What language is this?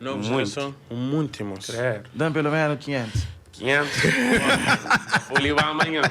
Kabuverdianu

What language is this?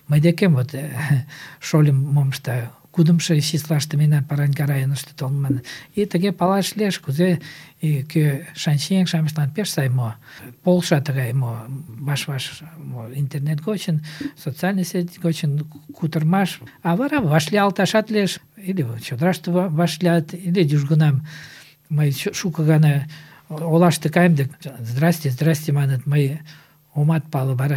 Mari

